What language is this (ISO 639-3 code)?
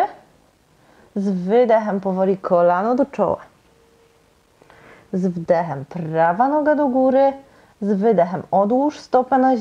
pol